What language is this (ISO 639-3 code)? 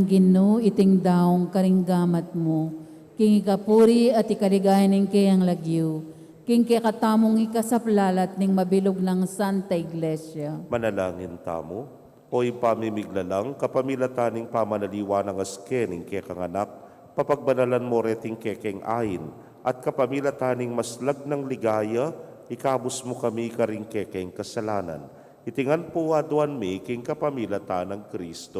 pam